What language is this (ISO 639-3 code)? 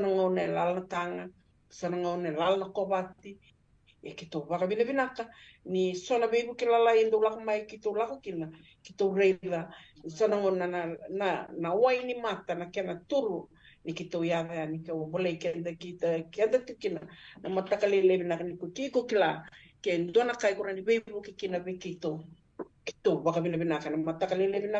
fij